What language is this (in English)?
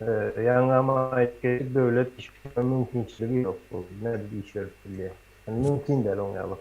Turkmen